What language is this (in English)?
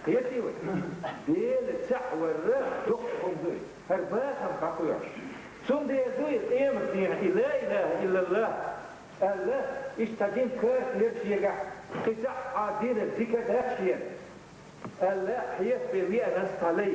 Chechen